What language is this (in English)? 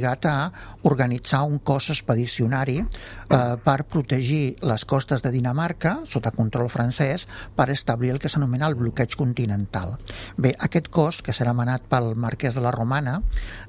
Catalan